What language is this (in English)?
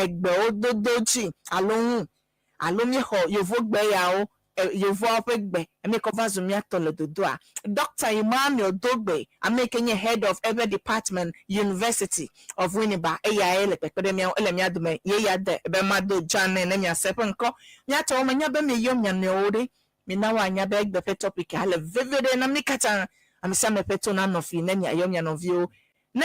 Ewe